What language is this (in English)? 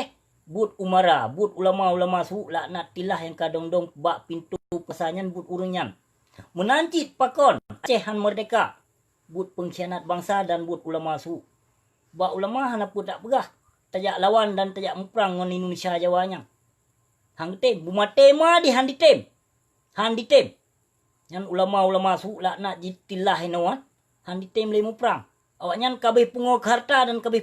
Achinese